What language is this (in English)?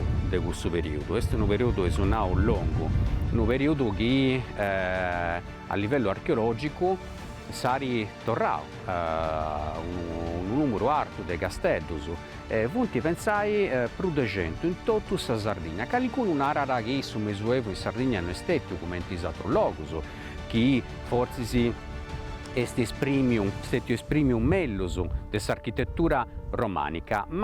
Sardinian